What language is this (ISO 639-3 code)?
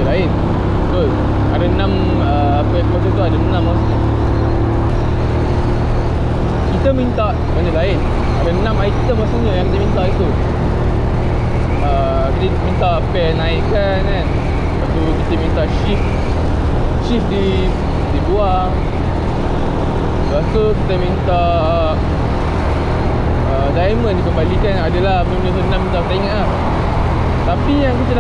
msa